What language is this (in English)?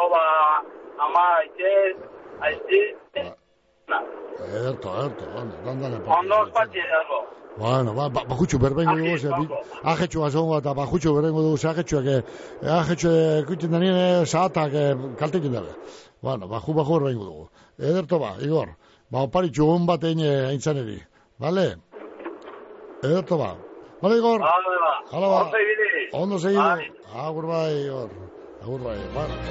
Basque